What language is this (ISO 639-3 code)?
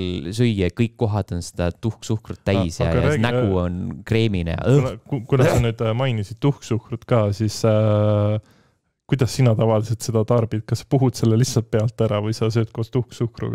est